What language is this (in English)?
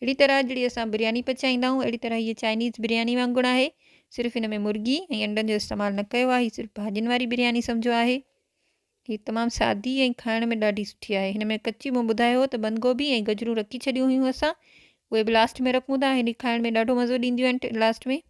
Sindhi